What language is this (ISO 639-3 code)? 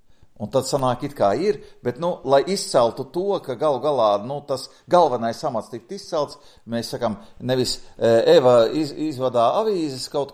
lav